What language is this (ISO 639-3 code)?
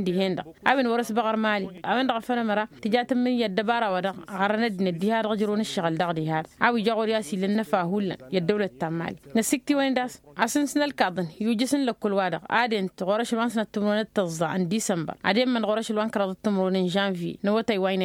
taq